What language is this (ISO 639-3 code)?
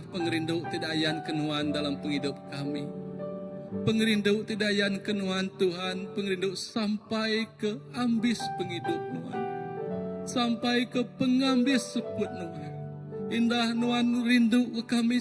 iba